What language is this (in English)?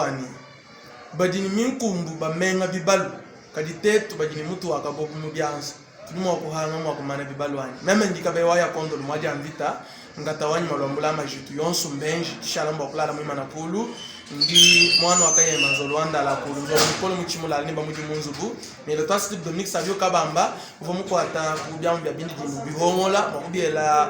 Luba-Lulua